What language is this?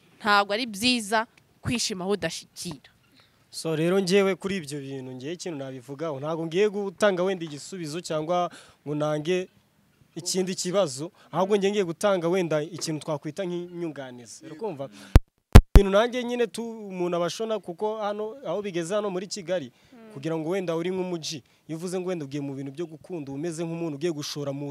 Kinyarwanda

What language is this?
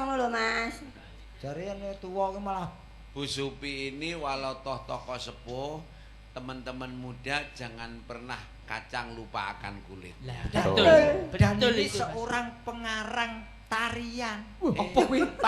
Javanese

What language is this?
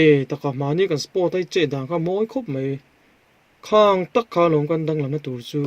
Mizo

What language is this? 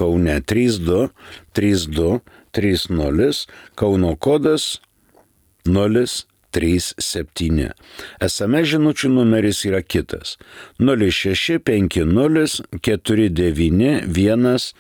Lithuanian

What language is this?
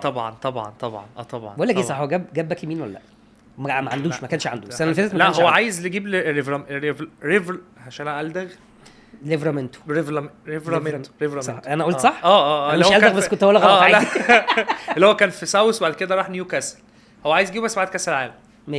Egyptian Arabic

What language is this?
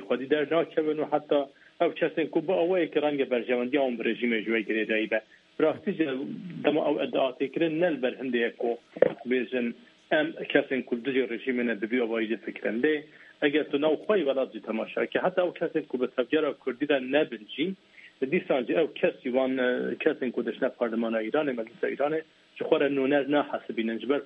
Kurdish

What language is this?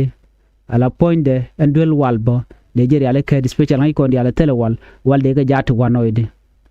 Nuer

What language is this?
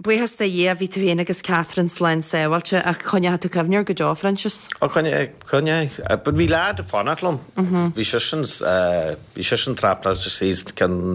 Irish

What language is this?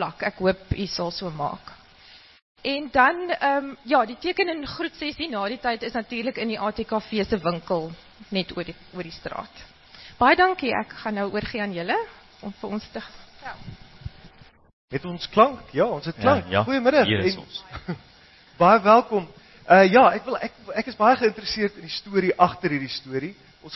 Afrikaans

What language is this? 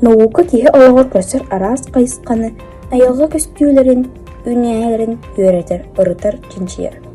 Yakut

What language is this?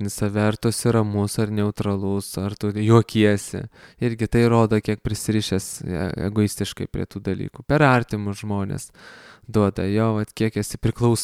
Lithuanian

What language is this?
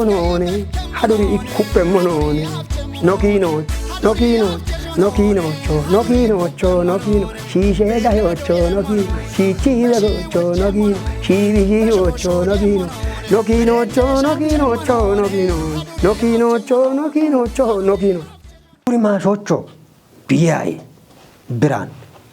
Kafa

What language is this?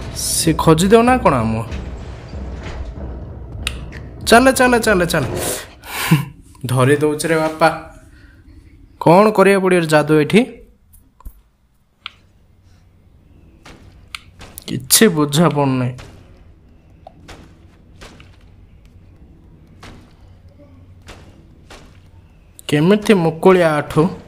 Odia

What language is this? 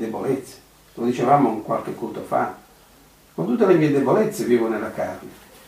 Italian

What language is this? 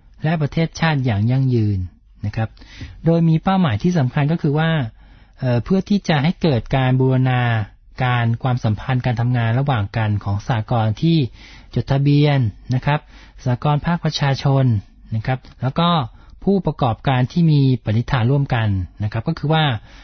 Thai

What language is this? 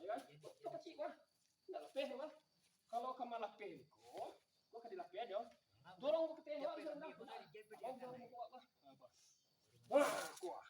Minangkabau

